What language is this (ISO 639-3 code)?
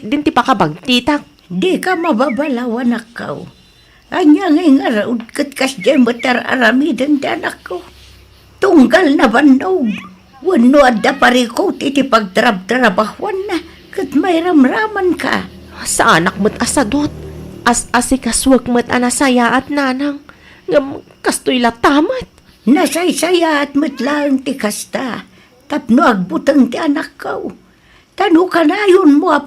ilo